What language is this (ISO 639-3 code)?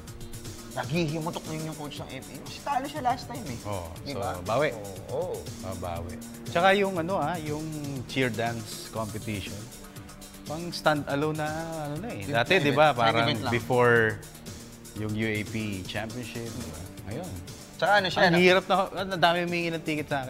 fil